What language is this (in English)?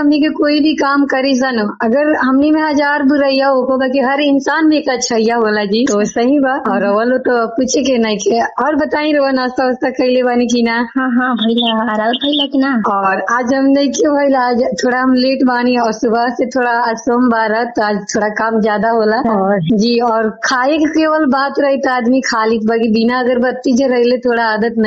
Bhojpuri